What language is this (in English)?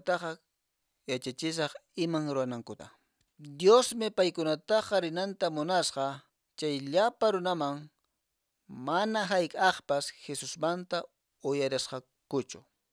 Quechua